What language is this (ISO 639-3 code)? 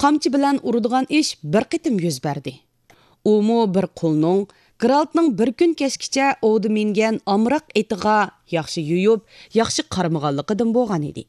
uig